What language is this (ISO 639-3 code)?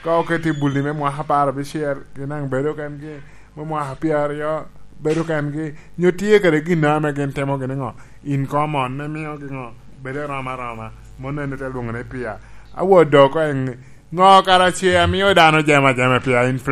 laj